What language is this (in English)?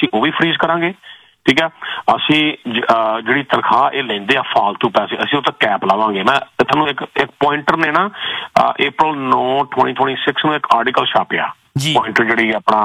Punjabi